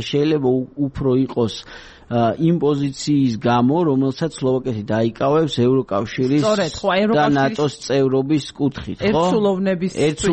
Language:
Georgian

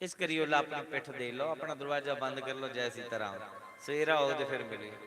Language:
Dogri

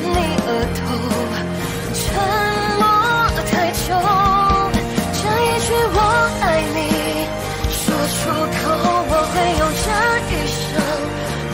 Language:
Chinese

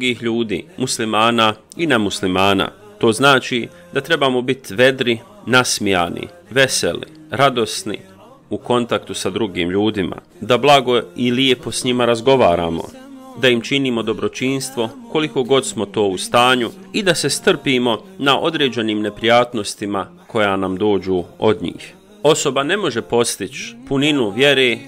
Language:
Bosnian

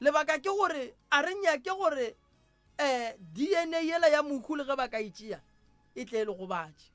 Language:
Northern Sotho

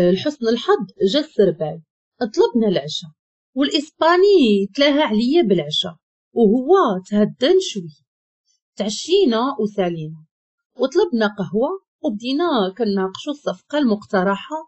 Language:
Moroccan Arabic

